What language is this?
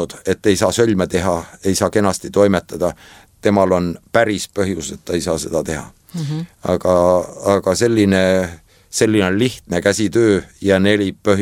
Estonian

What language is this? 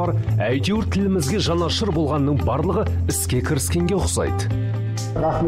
Kazakh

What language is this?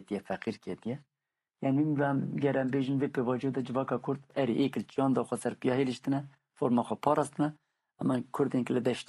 Kurdish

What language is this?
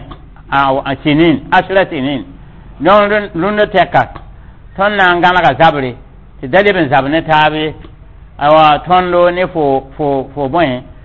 Mossi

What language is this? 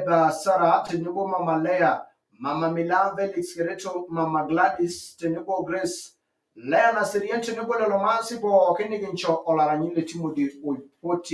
Masai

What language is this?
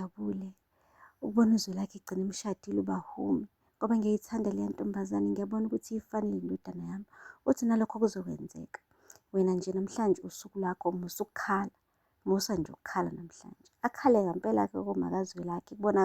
Zulu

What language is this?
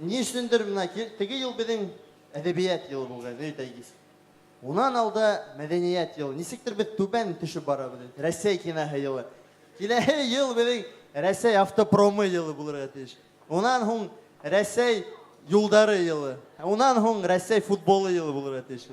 Bashkir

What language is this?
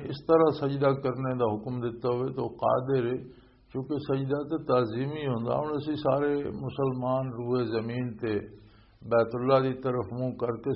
Western Panjabi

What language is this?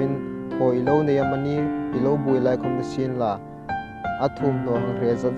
Hmar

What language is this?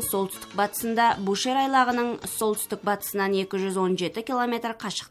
Kazakh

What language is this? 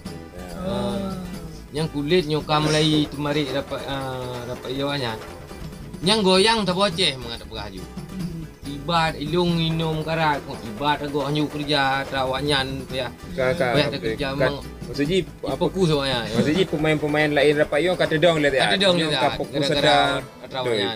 Achinese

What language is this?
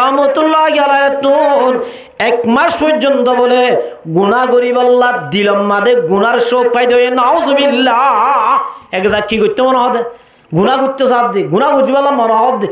Rohingya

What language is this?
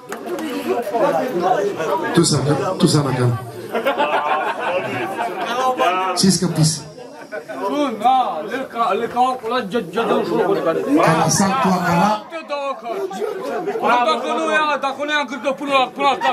Romanian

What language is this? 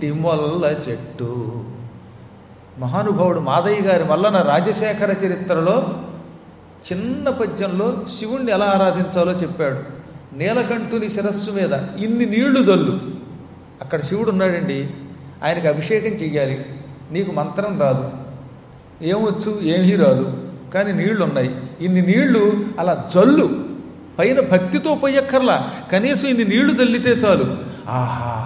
Telugu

